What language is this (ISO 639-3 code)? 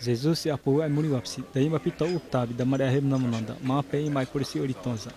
xav